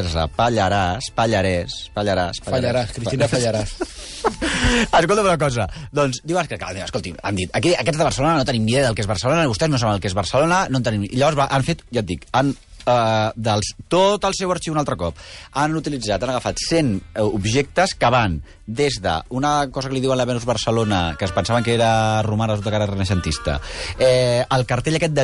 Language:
Catalan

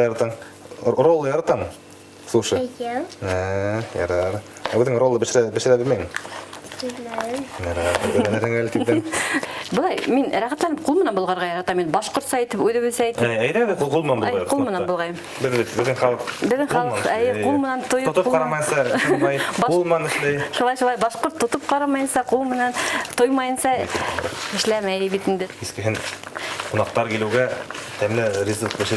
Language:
Bashkir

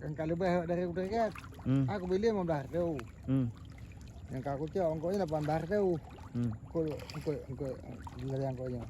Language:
Achinese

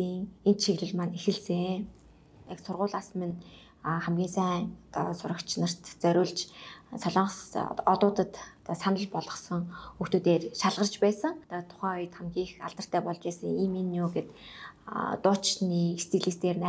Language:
Mongolian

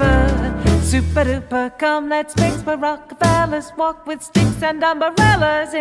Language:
English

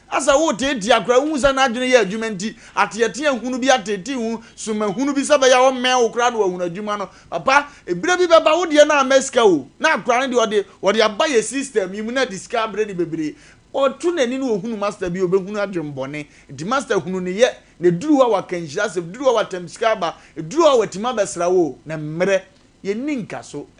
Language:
Akan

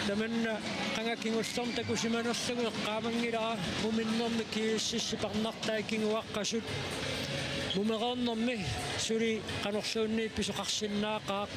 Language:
Kalaallisut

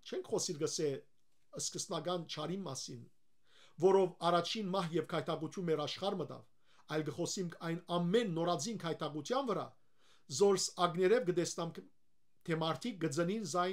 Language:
Western Armenian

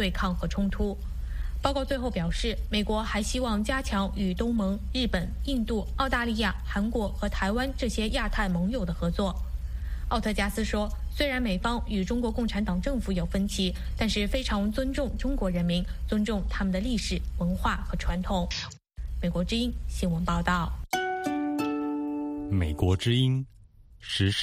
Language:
Chinese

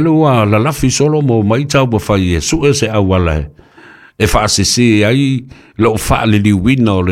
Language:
Samoan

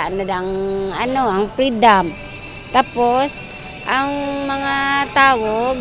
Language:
Hiligaynon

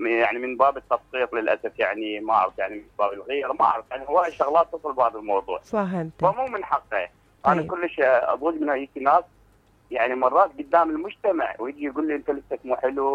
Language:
Mesopotamian Arabic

